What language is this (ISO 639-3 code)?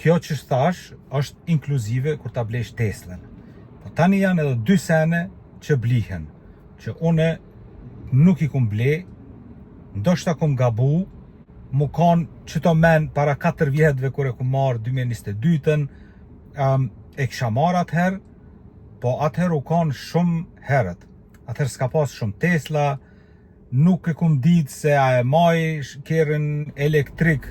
sqi